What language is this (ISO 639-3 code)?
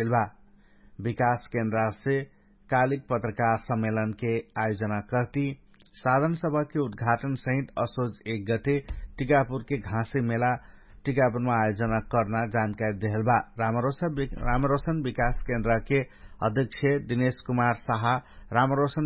thl